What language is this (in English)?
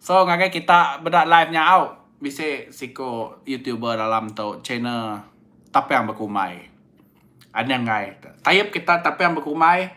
Iban